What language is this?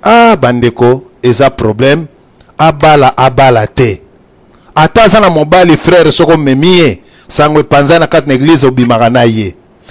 Lingala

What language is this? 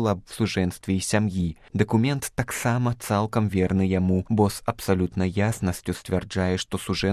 Belarusian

